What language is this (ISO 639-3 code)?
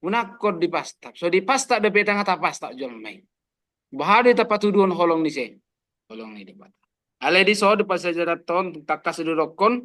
bbc